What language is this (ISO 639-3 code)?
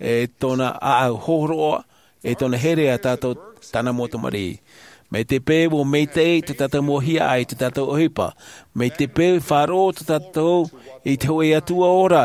tah